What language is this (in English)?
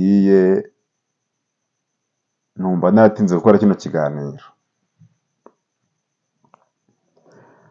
Kinyarwanda